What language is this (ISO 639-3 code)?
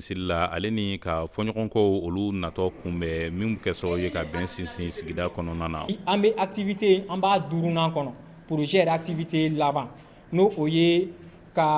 bam